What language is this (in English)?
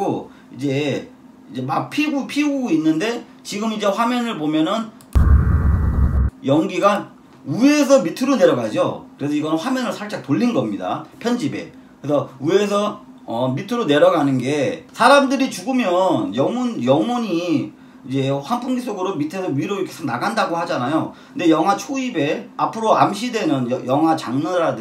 Korean